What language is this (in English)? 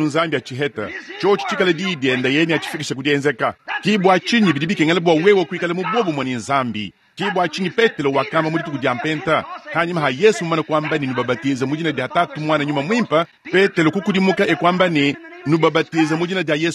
Luba-Lulua